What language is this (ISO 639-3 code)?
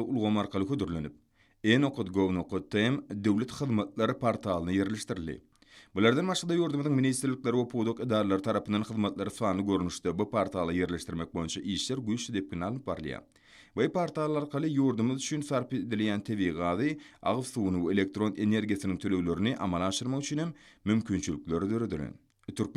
tuk